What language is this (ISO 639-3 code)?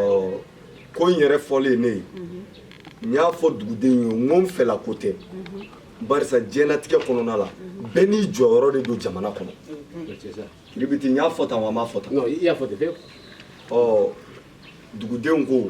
bam